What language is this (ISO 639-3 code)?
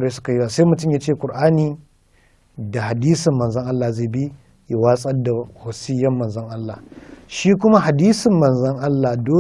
hau